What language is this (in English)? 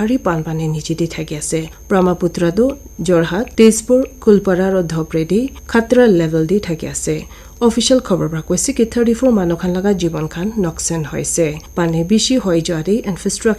Naga Pidgin